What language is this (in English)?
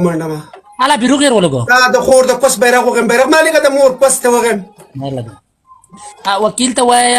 Pashto